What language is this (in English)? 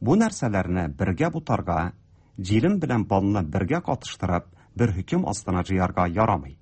Tatar